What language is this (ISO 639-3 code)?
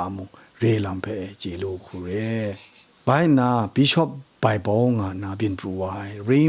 kac